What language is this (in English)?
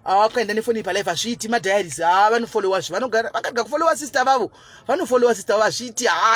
Shona